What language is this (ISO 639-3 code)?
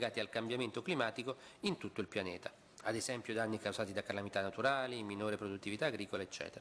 ita